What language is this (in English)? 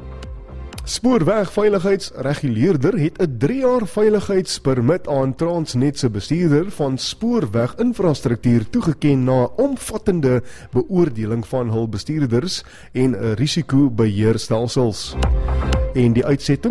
Afrikaans